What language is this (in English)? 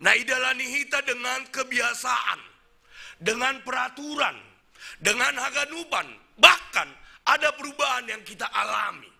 Batak Simalungun